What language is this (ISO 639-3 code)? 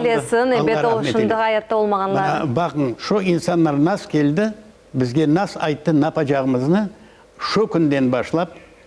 crh